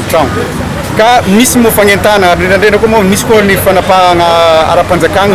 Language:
Malagasy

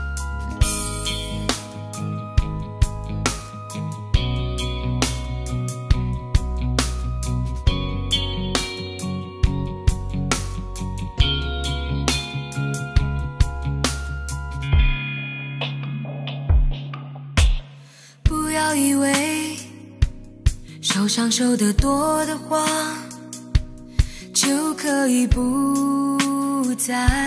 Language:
Chinese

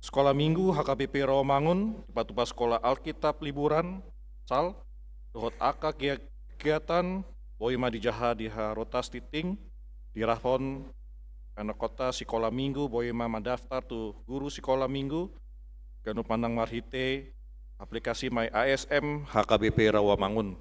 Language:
Batak Toba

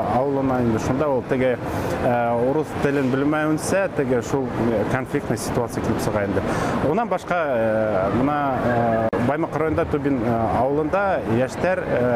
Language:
Bashkir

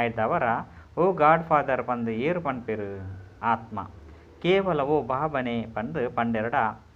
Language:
Tulu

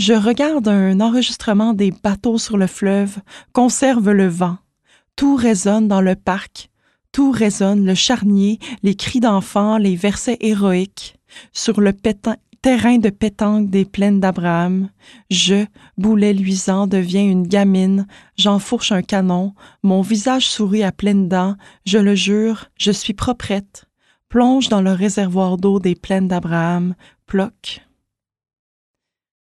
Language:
French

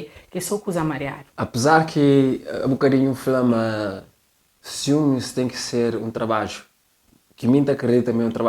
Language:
Kabuverdianu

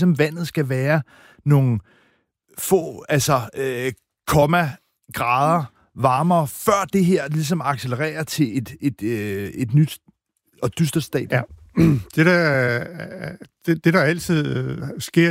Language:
Danish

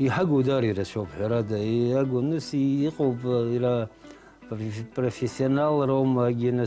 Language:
Abkhazian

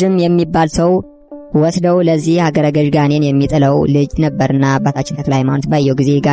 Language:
Amharic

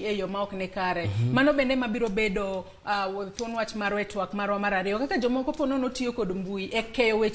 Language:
Luo (Kenya and Tanzania)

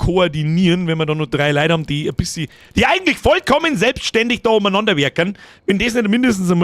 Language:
Bavarian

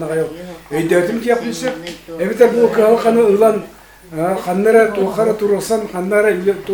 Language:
Yakut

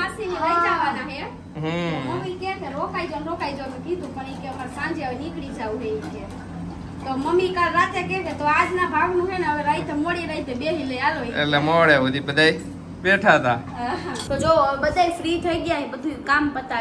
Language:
Gujarati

